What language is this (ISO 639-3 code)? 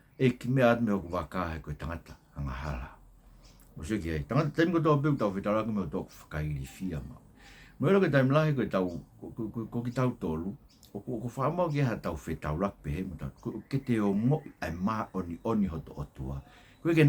ton